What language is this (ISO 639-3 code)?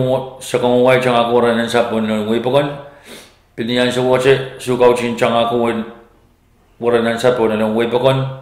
pon